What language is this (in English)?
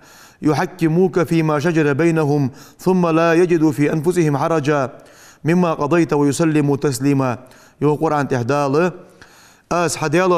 Ingush